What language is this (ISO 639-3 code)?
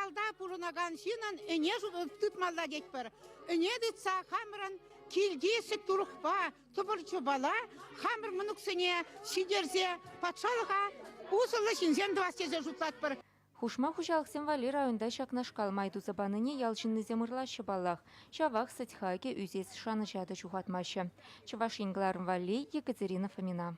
chv